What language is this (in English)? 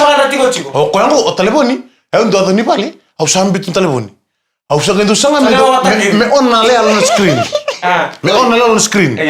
Fijian